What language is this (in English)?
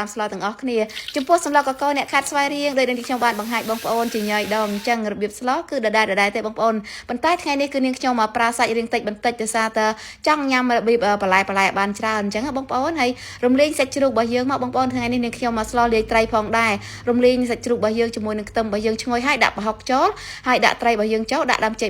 Khmer